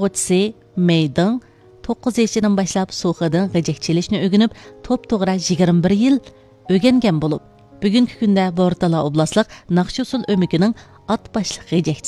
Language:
Uyghur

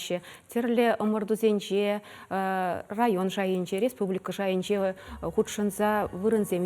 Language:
Chuvash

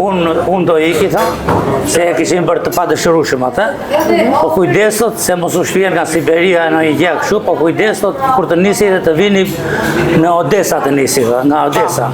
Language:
Albanian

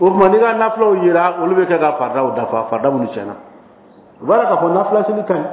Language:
Dyula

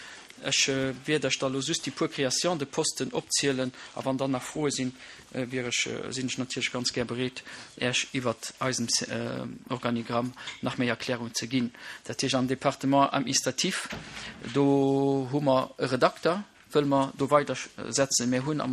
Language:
Luxembourgish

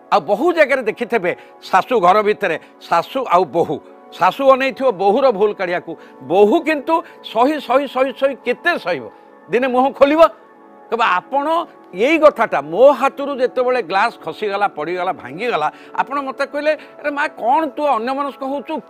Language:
Odia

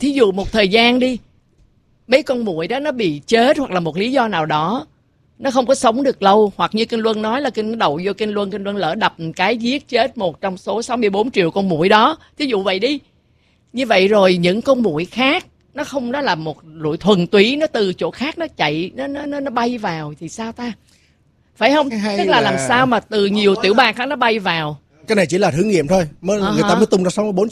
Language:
Vietnamese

